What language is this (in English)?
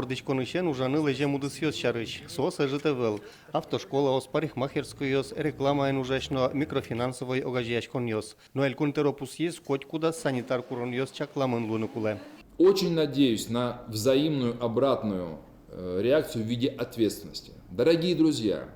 Udmurt